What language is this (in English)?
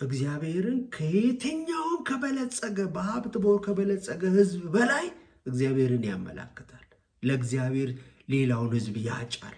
Amharic